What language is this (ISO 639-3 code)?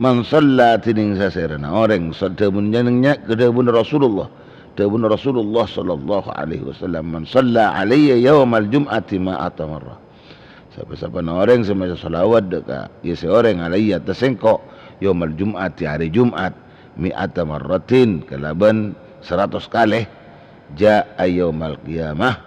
mad